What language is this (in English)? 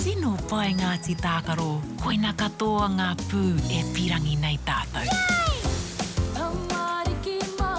Māori